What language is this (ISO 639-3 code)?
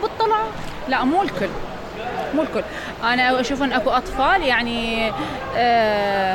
acm